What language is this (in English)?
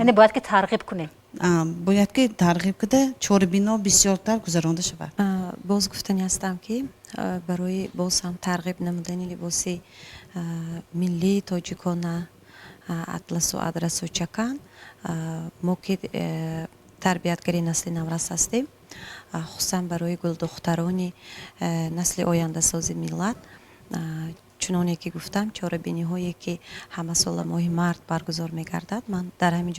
Tajik